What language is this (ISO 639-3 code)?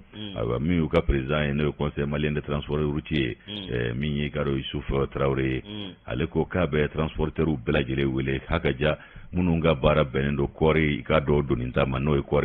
bam